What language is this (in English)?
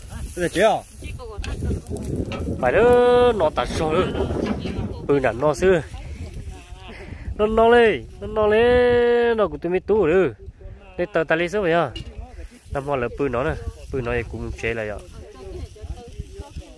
Vietnamese